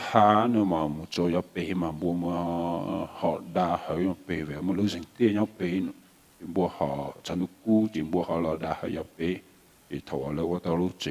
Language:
Hmong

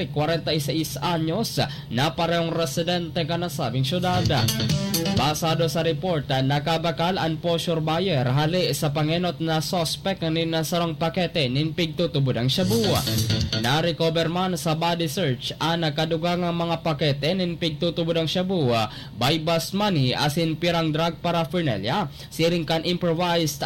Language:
Bikol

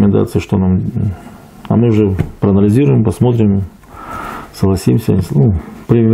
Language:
Russian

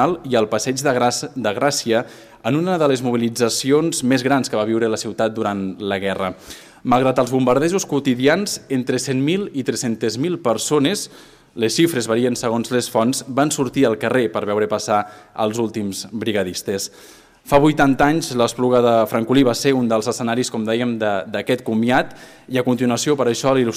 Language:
Catalan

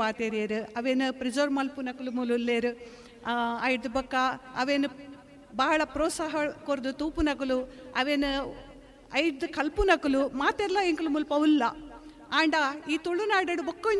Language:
Tulu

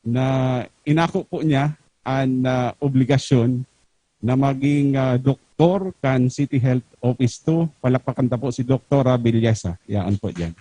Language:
Bikol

